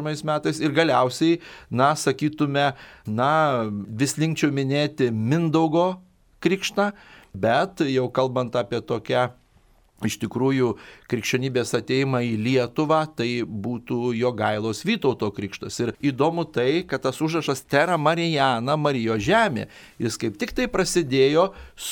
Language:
Lithuanian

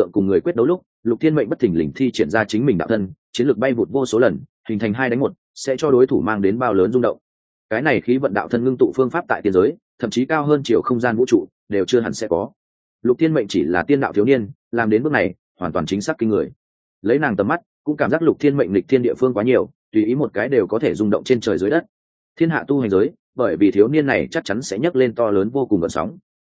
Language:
Vietnamese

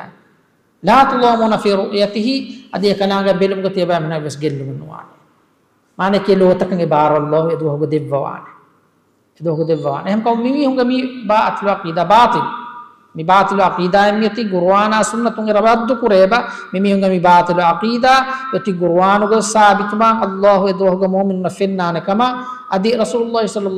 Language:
Divehi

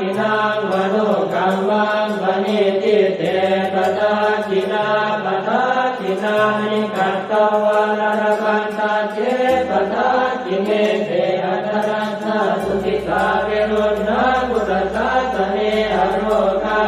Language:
Pali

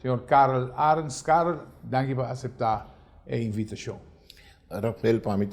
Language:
Papiamento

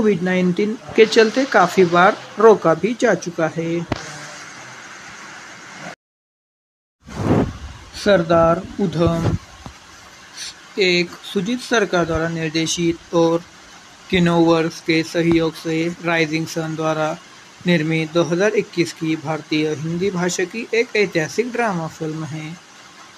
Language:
Hindi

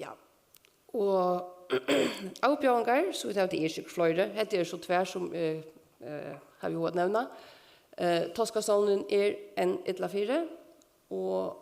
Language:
Faroese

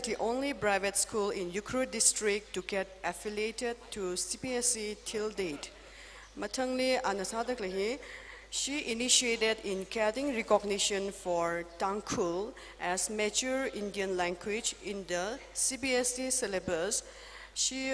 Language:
Tangkhul Naga (India)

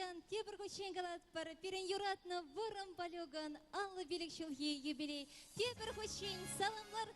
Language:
Chuvash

